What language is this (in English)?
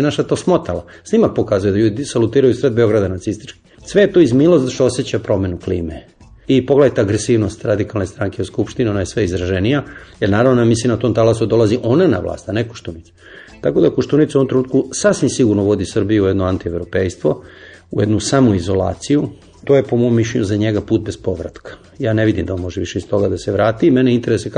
Serbian